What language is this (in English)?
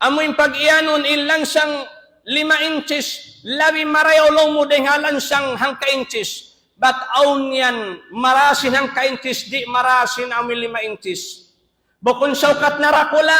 Tausug